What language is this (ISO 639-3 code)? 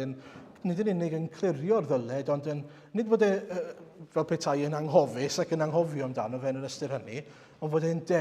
cym